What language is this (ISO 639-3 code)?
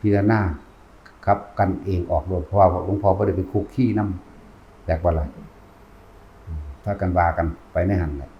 tts